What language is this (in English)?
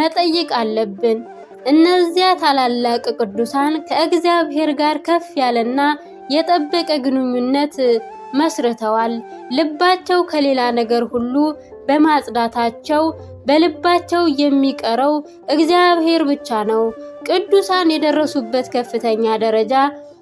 Amharic